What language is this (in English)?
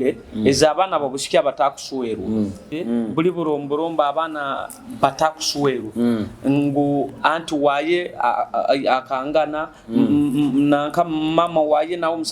Nyoro